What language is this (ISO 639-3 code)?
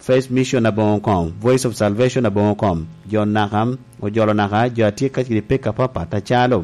laj